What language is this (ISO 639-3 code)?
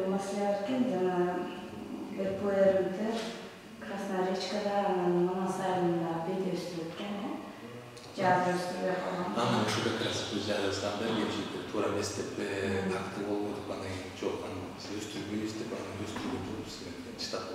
kir